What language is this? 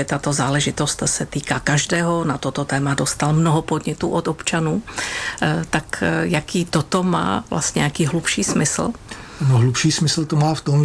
Czech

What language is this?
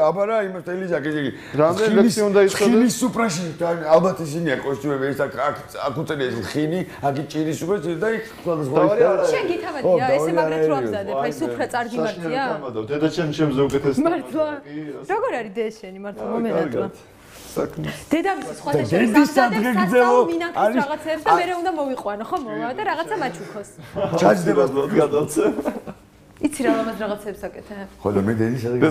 Georgian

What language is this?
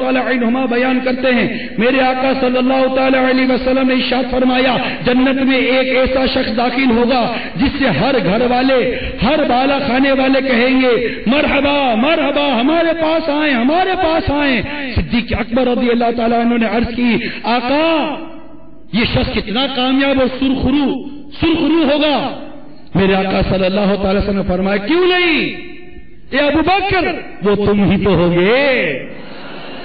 Urdu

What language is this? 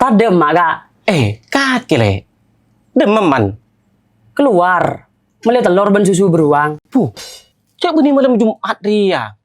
Madurese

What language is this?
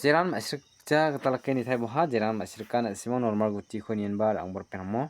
Garo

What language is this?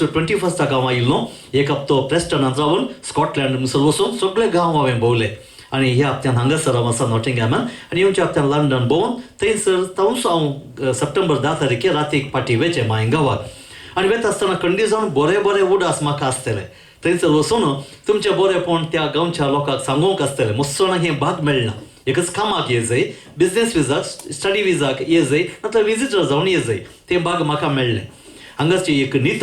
Konkani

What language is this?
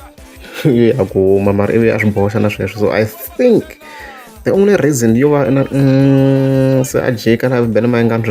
Tsonga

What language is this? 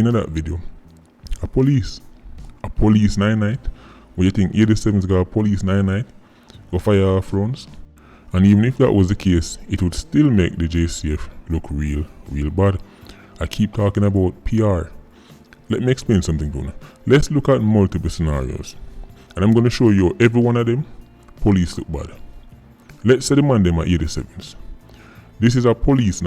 Jamaican Creole English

